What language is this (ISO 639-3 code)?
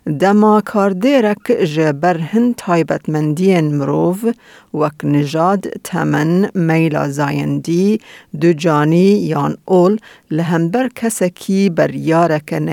kur